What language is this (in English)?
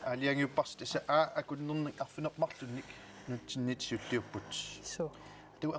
Kalaallisut